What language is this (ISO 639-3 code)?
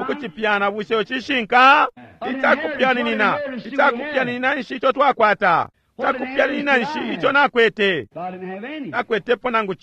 bem